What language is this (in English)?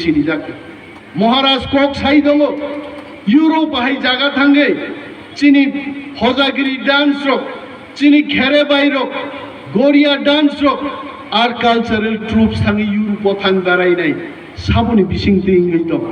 Kok Borok